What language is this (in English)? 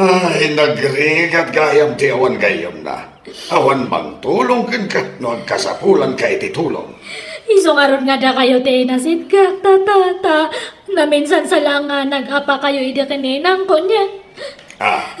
Iloko